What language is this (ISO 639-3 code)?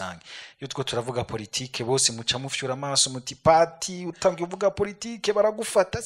run